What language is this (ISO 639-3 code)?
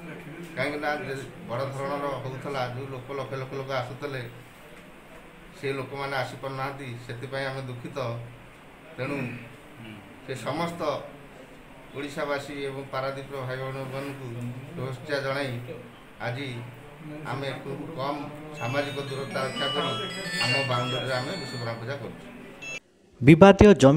ori